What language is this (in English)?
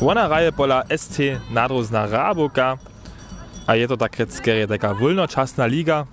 Upper Sorbian